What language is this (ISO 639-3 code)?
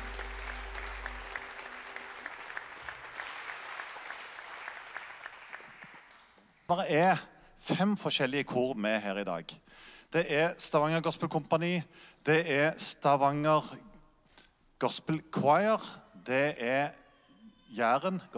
nor